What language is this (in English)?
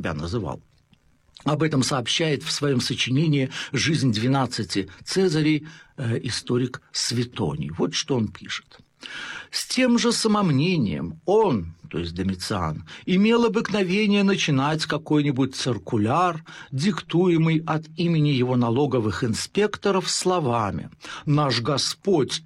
Russian